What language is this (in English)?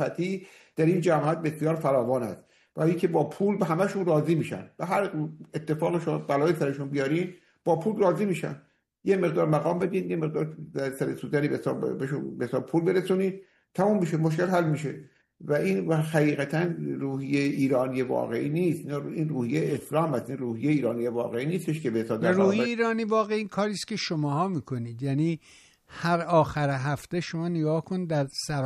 Persian